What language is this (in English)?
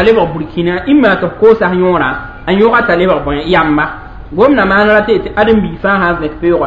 Mossi